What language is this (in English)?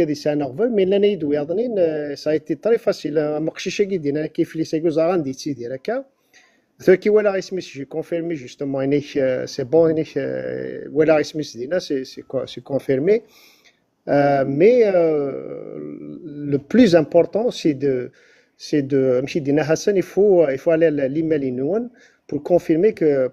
Kabyle